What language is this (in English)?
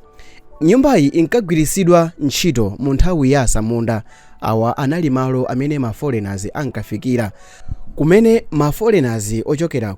Nyanja